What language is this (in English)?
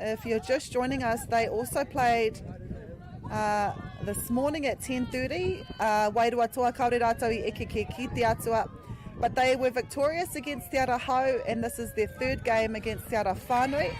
Māori